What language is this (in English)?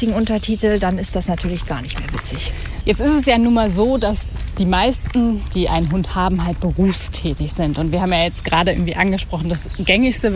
German